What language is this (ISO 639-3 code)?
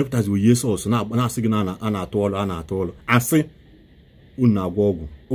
ibo